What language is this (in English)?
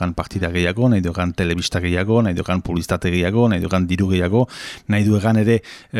Basque